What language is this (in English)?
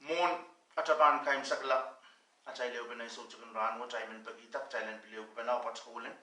Pohnpeian